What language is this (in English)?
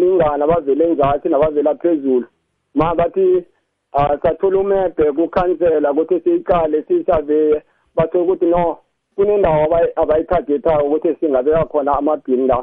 South Ndebele